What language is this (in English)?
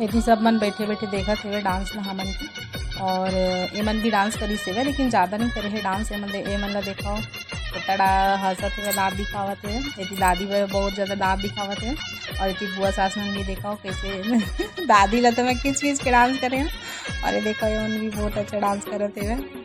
Chhattisgarhi